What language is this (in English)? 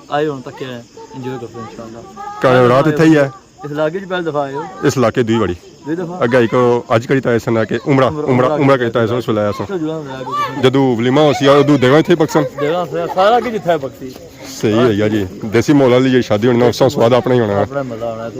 Pahari-Potwari